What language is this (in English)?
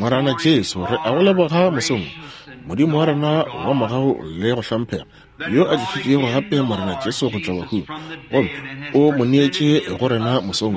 Northern Sotho